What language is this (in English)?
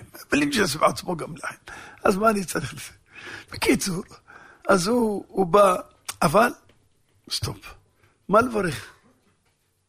Hebrew